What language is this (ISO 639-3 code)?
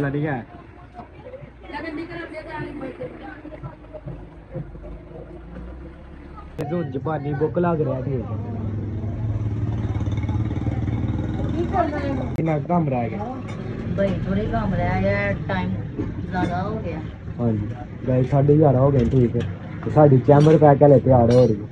pan